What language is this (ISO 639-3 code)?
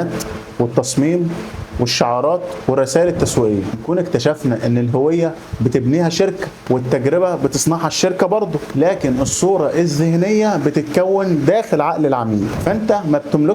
arz